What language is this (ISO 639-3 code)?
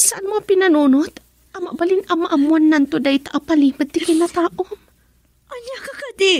ilo